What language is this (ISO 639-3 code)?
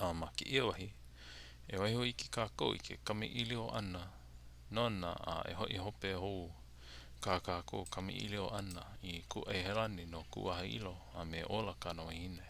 haw